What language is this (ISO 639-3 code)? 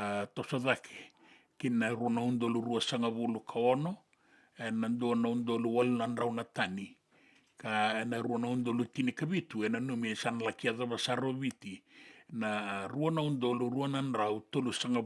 fij